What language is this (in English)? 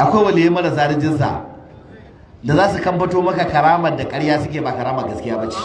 Hausa